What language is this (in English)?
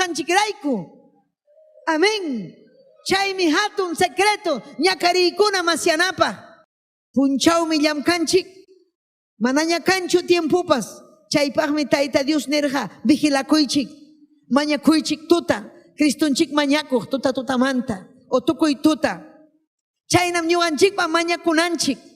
Ayacucho Quechua